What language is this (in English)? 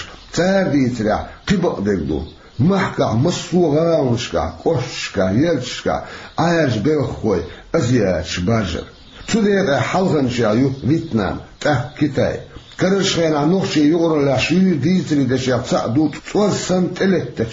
Chechen